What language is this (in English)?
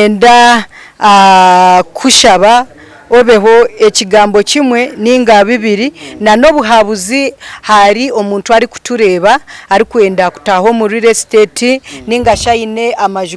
Nyankole